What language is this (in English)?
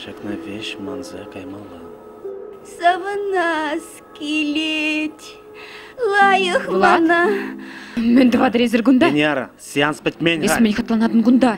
Chuvash